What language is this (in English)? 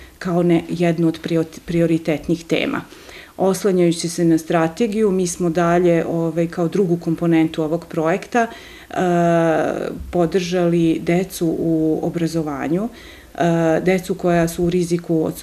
Serbian